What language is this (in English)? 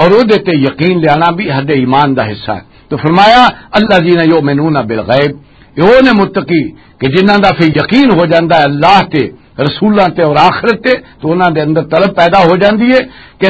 Western Panjabi